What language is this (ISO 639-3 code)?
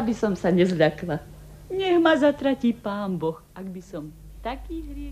slk